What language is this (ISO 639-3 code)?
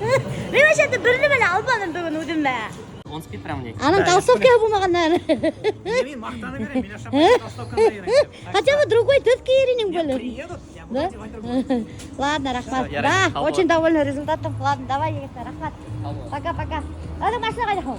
bak